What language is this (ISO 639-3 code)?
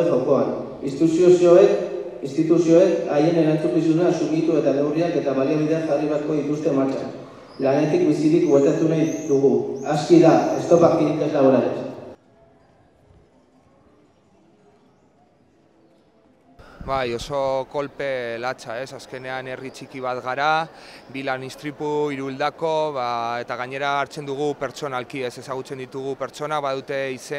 eus